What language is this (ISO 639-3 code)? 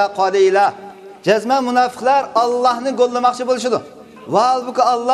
uig